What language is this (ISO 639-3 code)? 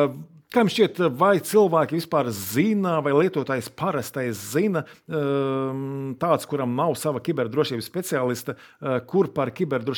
lav